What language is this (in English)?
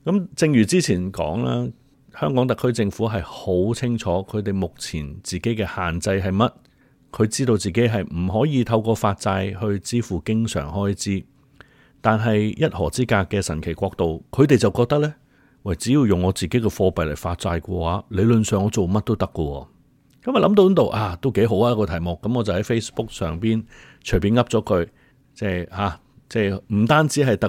Cantonese